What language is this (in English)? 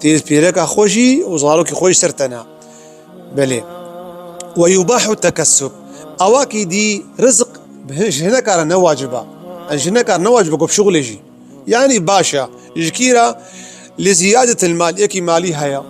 Kurdish